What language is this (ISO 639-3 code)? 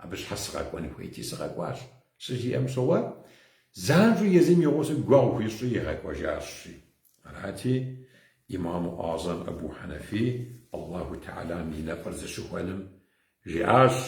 kbd